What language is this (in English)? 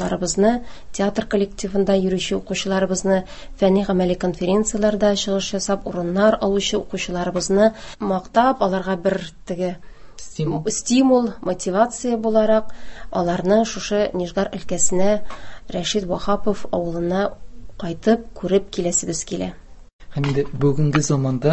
Tatar